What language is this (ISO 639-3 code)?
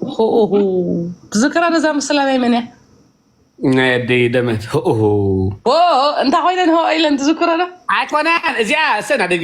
tir